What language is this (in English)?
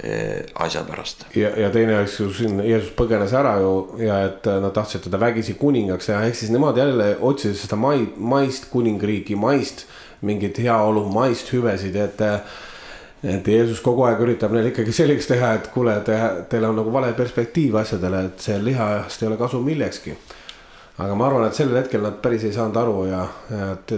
Estonian